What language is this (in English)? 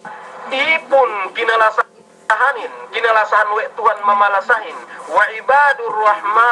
Yakan